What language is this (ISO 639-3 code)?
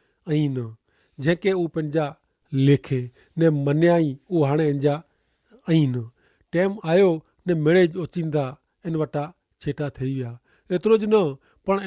kfr